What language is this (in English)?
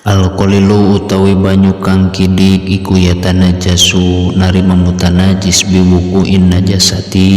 Sundanese